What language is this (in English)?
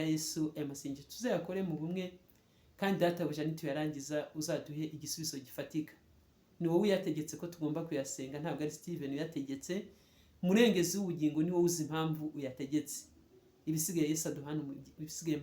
Kinyarwanda